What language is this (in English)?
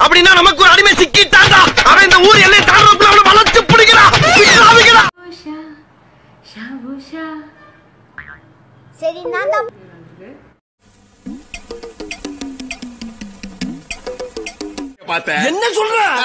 Tamil